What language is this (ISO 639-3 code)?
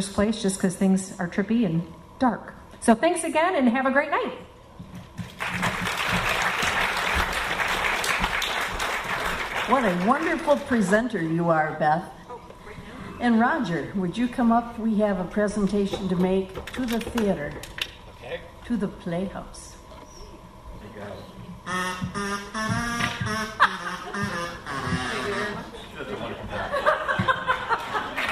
eng